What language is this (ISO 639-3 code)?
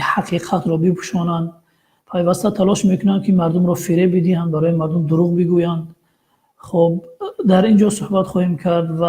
tgk